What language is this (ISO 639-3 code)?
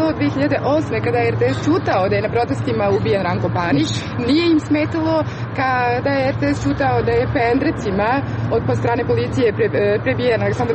srp